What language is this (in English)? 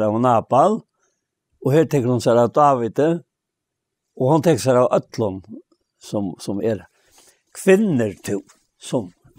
Faroese